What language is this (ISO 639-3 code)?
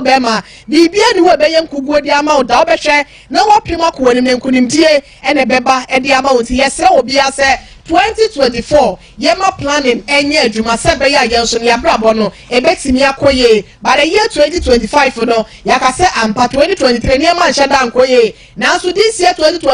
aka